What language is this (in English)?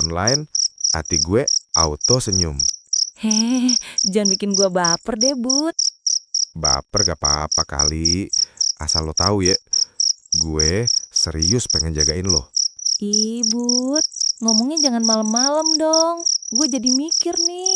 Betawi